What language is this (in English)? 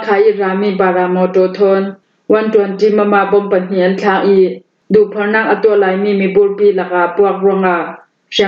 Falam Chin